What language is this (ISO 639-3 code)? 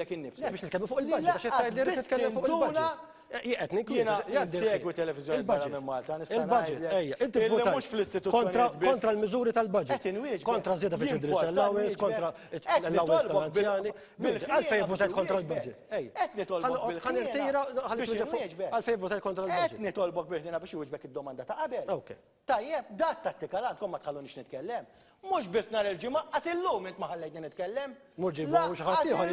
mlt